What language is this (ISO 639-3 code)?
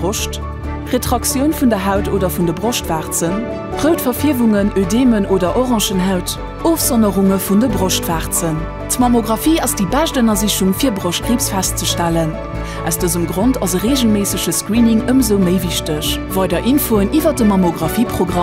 ltz